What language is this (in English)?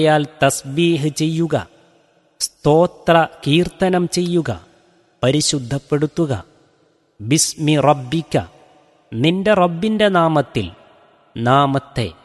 Malayalam